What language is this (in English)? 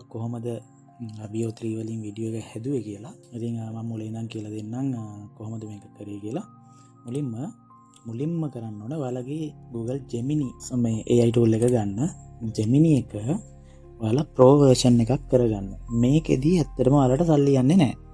Sinhala